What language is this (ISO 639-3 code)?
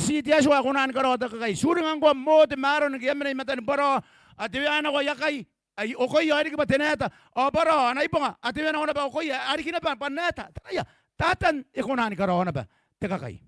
gil